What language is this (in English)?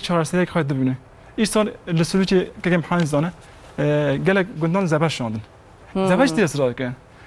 Kurdish